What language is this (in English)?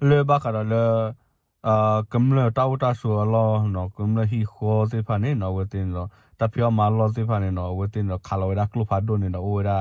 S'gaw Karen